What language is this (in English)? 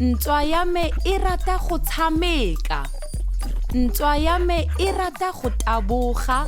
Tswana